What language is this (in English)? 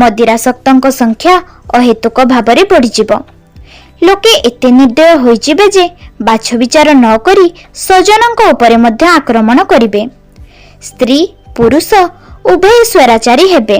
Odia